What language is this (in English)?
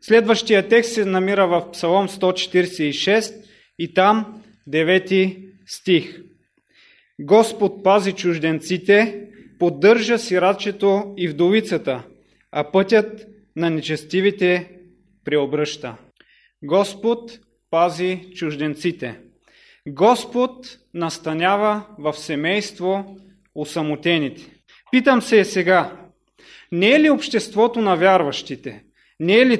Bulgarian